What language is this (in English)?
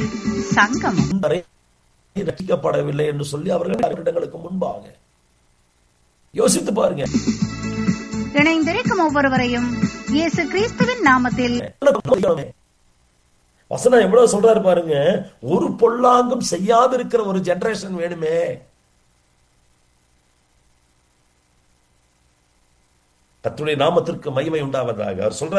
Tamil